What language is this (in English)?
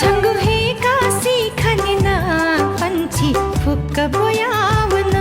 Newari